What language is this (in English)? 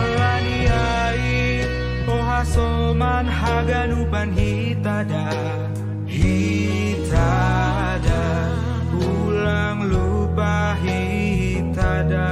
Batak Simalungun